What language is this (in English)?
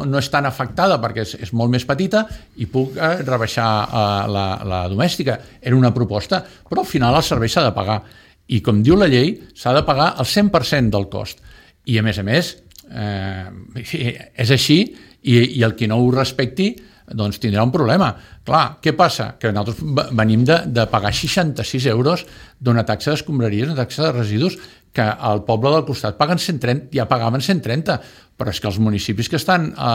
Catalan